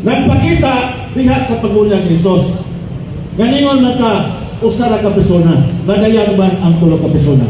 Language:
Cebuano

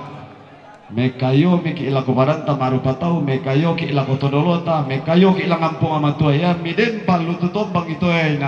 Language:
Toraja-Sa'dan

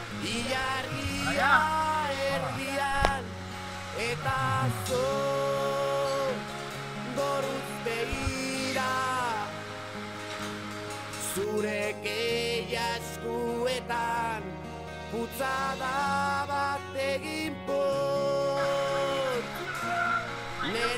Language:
Basque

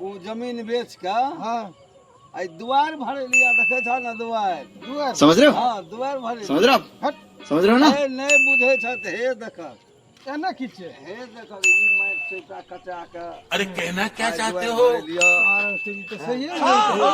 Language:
Maithili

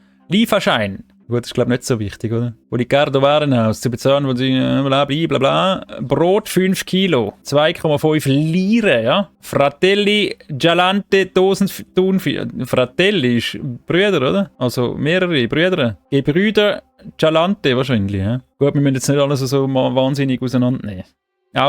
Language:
Swiss German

